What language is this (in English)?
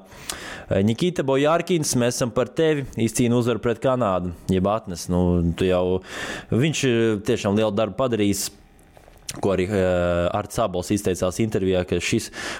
Latvian